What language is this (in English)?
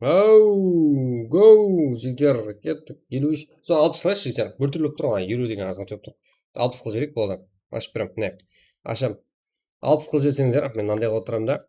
Kara-Kalpak